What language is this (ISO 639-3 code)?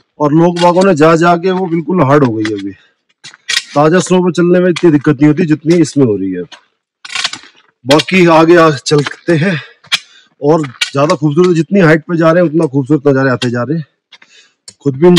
hin